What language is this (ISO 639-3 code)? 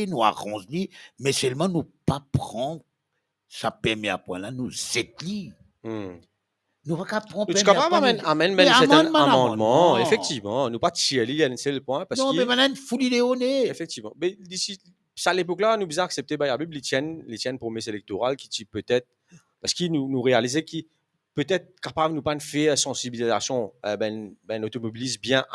mfe